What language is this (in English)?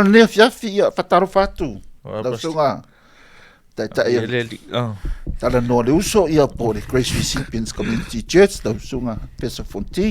Samoan